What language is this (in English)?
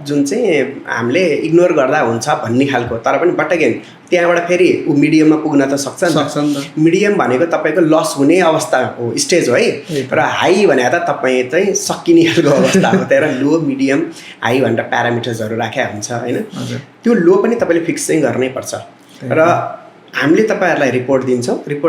Nepali